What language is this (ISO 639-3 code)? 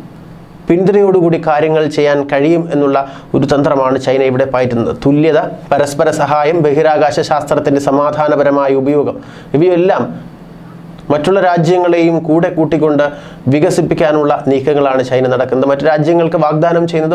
mal